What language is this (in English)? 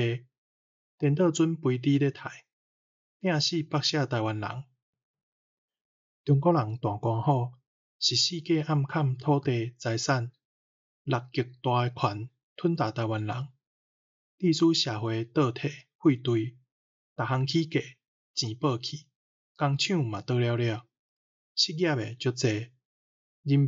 Min Nan Chinese